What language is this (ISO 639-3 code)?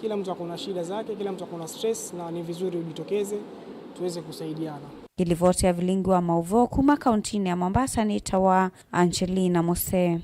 kam